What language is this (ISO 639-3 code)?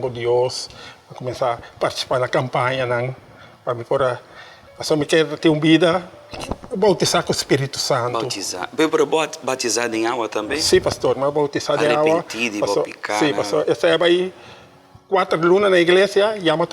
pap